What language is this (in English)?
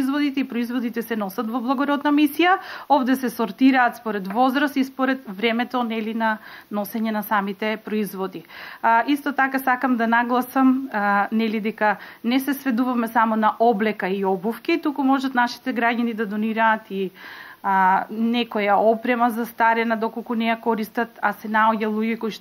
Macedonian